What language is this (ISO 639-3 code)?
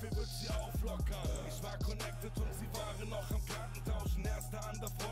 deu